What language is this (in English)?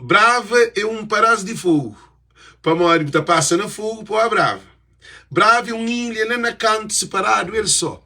Kabuverdianu